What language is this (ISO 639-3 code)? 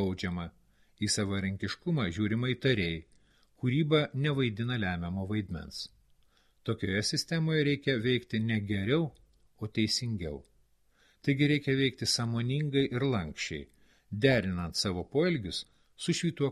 lit